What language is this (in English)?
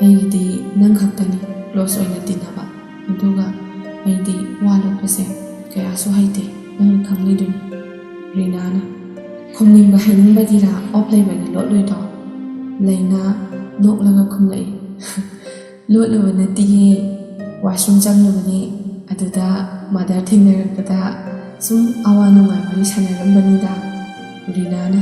Manipuri